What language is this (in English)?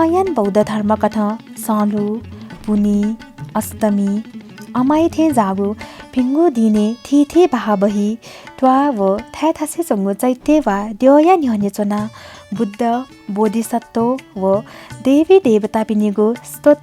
Newari